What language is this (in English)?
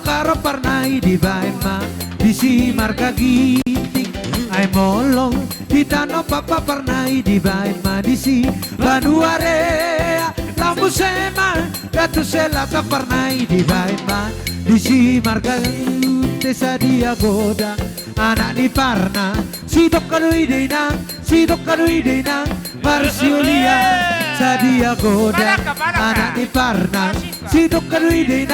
Batak Toba